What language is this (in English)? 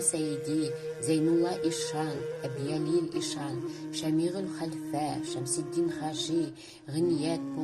Bashkir